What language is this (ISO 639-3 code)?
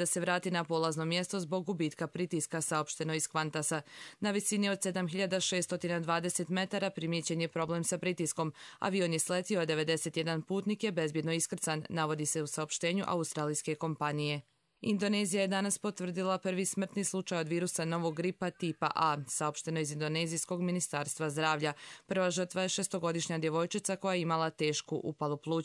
hrv